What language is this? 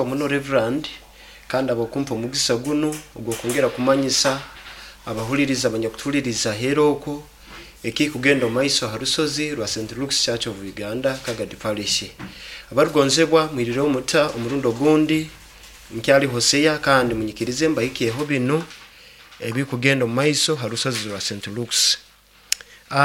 Nyoro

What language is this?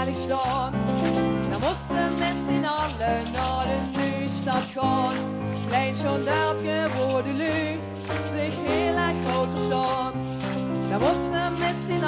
Limburgish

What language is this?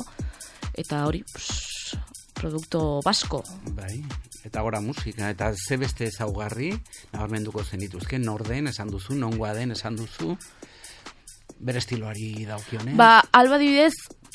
Basque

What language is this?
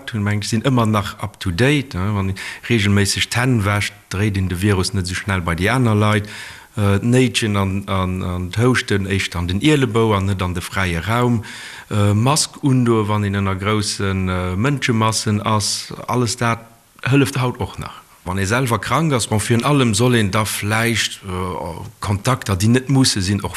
Luxembourgish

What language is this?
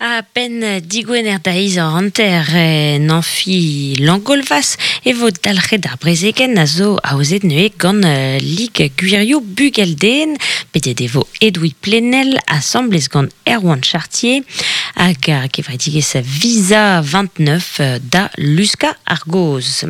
Breton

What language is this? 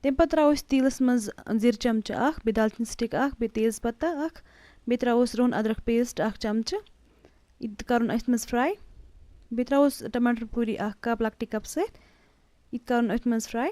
Kashmiri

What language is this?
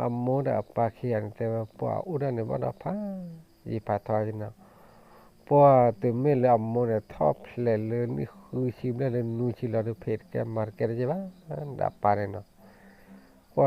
S'gaw Karen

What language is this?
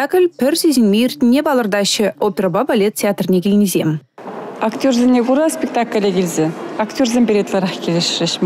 Chuvash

